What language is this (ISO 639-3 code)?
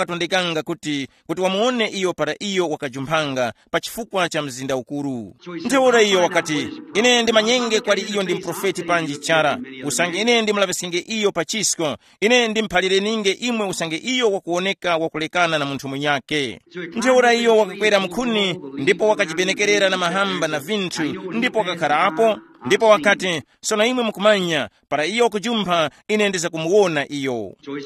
tum